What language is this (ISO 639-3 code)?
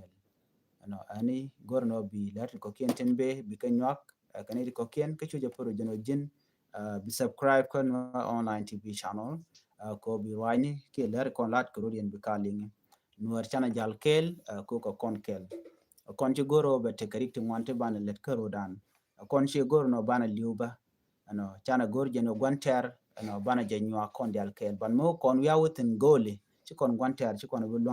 nus